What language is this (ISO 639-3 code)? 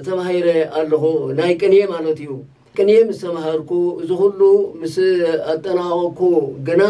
tir